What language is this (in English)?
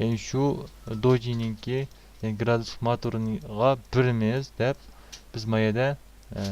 Uyghur